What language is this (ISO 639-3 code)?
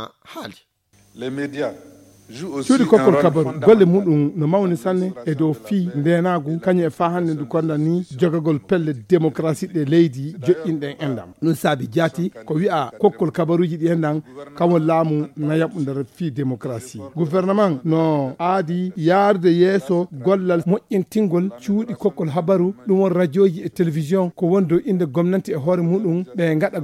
ful